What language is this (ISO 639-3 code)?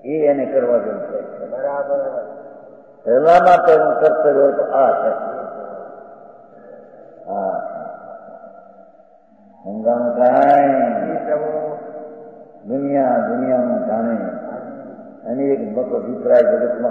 guj